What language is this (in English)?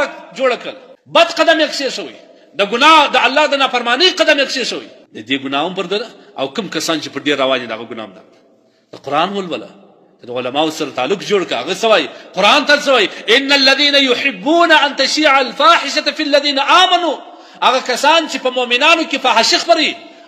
Pashto